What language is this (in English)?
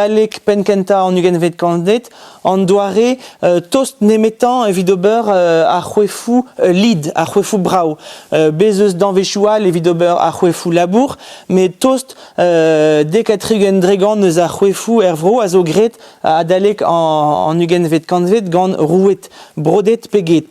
Breton